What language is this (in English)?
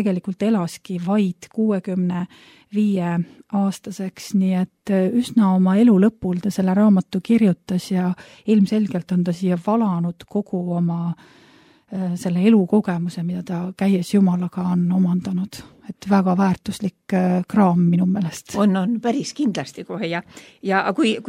Estonian